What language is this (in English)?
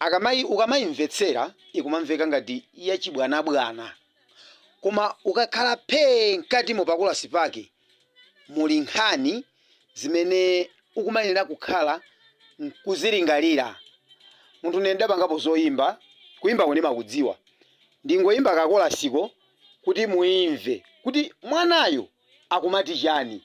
Nyanja